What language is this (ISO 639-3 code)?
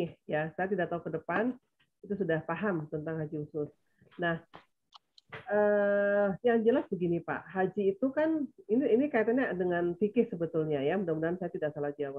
ind